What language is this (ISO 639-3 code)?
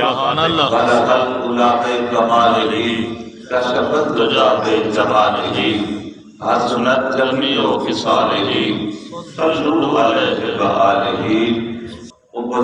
skr